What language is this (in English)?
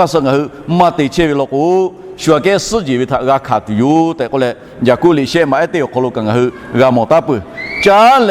Lahu